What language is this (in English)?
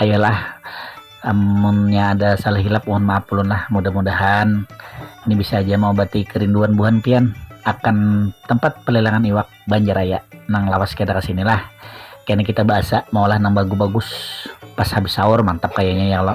Banjar